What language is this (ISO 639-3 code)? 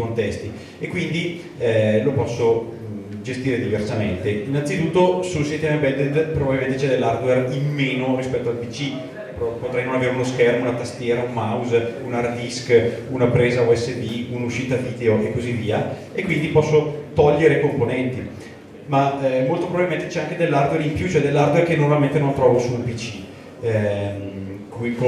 ita